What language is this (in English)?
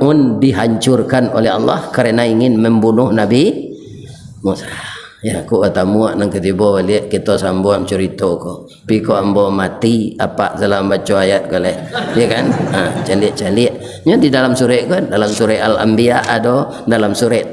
Minangkabau